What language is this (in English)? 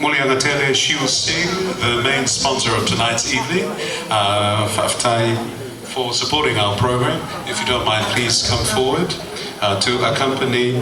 Tongan